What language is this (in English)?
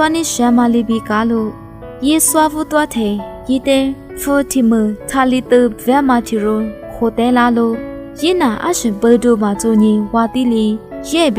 Lisu